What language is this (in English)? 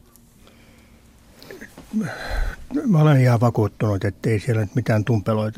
Finnish